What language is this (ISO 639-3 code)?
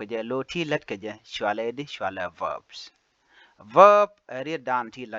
nus